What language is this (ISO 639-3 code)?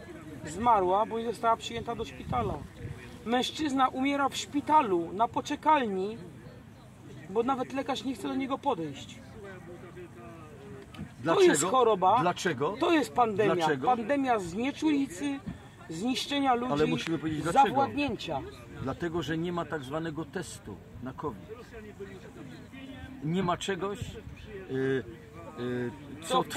pol